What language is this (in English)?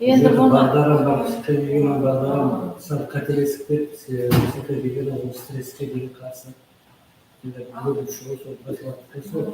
Kara-Kalpak